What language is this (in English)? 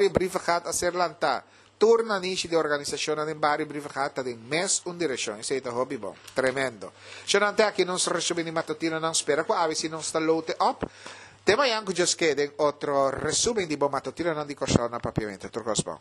Papiamento